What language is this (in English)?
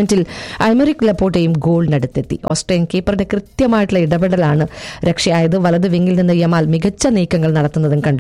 Malayalam